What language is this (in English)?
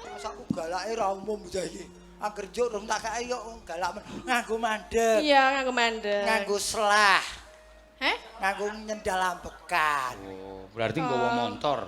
Javanese